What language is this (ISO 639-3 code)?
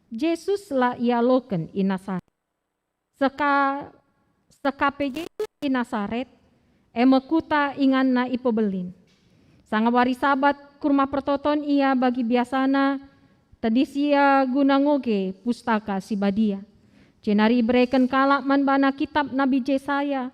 btx